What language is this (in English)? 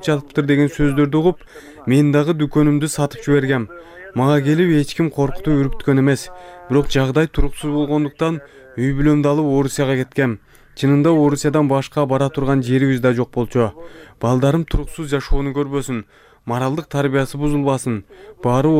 Kyrgyz